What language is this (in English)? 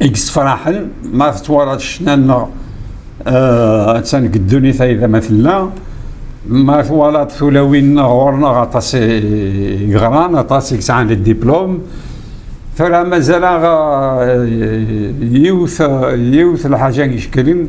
Kabyle